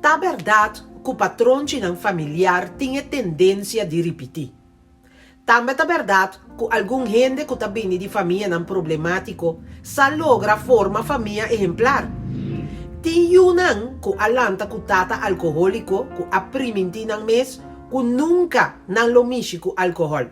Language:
Papiamento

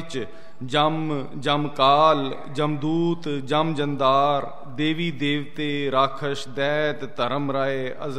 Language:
Punjabi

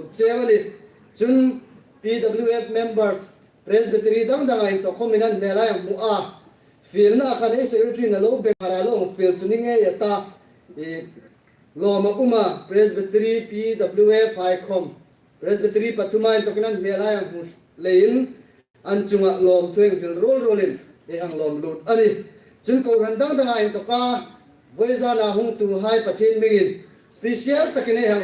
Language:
Hmar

